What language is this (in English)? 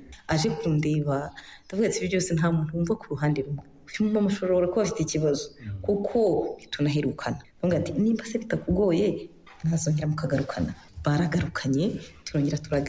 Kinyarwanda